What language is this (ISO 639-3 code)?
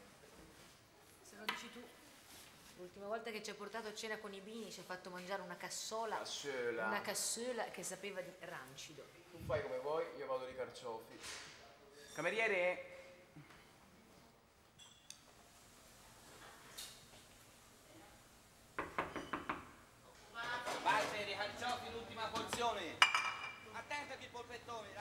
ita